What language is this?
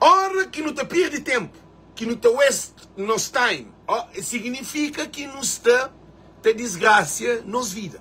Kabuverdianu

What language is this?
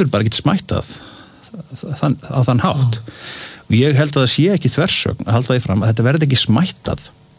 Icelandic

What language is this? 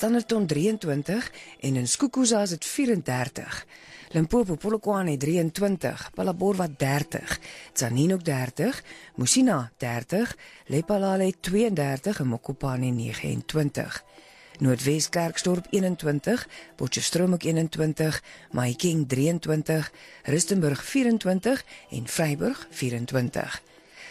Afrikaans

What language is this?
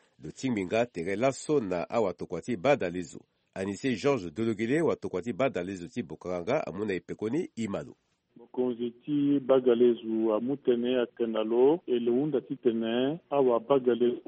Sango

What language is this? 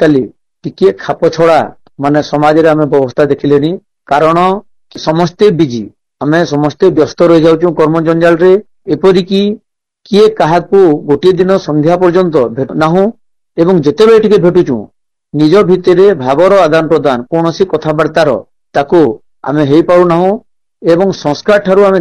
Odia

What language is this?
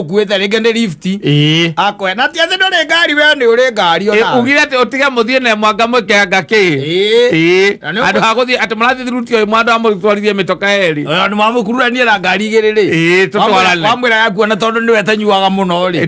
Kikuyu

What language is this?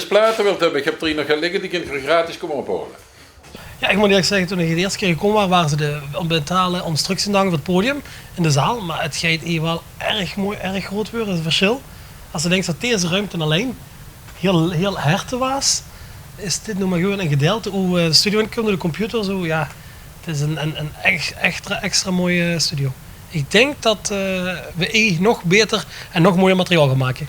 Limburgish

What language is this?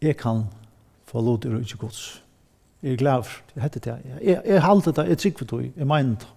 Faroese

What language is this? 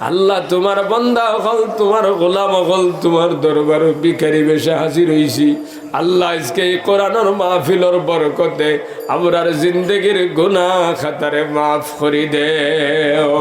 Sylheti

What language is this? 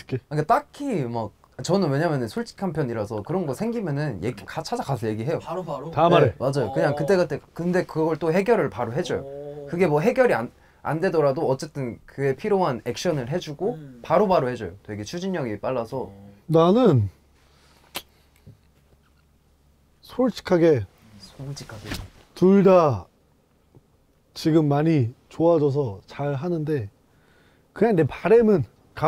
Korean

